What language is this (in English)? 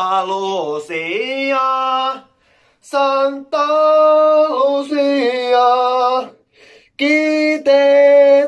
Finnish